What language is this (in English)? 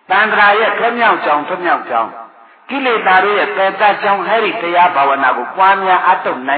Burmese